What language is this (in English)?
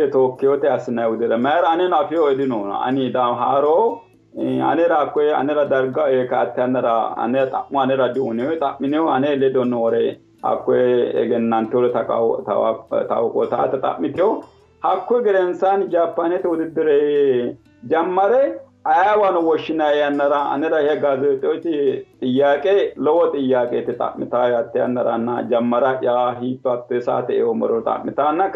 Sidamo